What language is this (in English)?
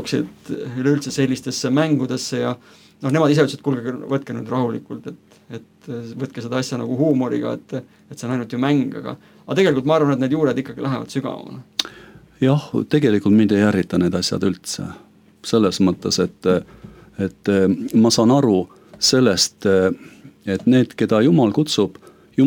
Estonian